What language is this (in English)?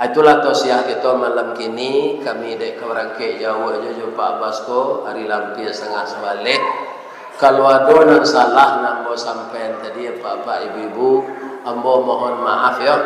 Minangkabau